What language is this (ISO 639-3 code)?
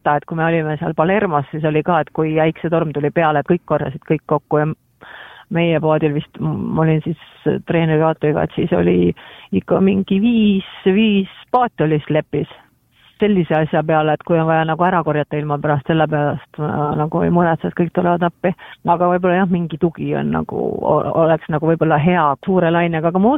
est